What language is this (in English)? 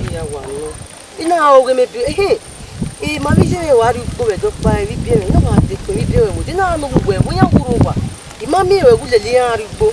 Bini